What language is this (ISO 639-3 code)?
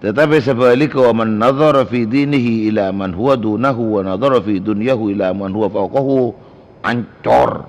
mad